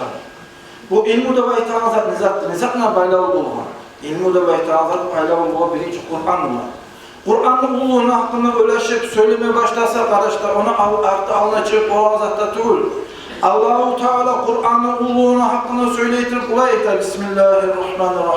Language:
Kumyk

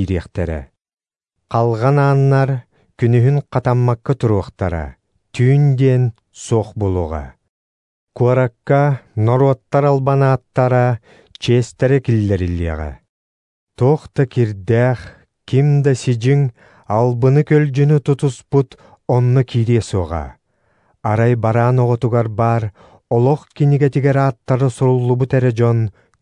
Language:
Yakut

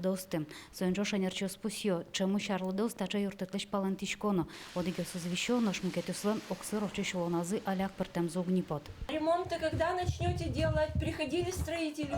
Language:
Udmurt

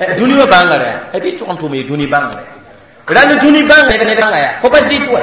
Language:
Mossi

